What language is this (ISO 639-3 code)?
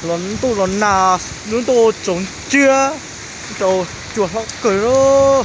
hmn